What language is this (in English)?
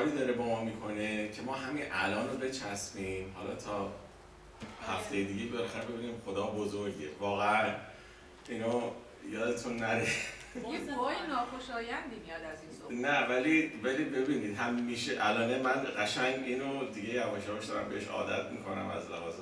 Persian